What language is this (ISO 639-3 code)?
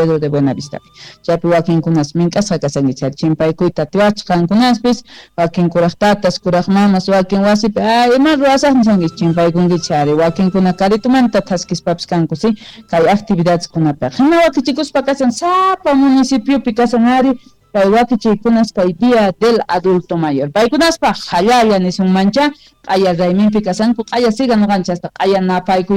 que